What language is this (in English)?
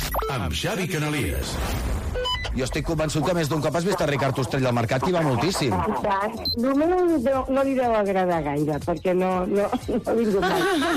Catalan